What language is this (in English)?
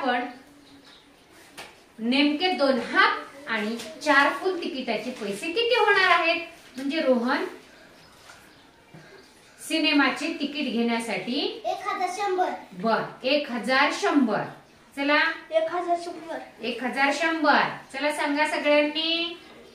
Marathi